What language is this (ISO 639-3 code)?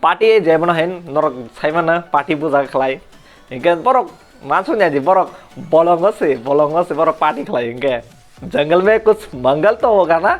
trp